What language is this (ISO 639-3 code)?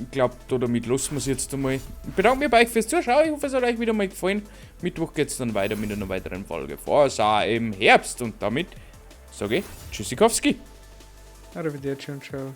bar